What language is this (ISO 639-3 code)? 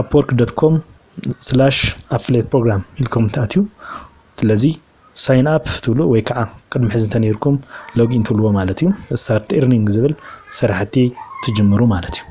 tir